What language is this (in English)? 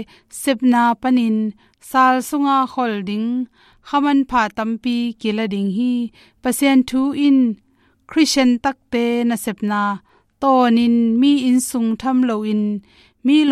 Tedim Chin